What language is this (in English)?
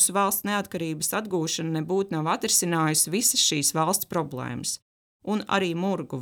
Latvian